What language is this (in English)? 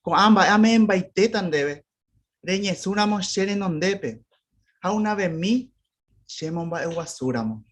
Guarani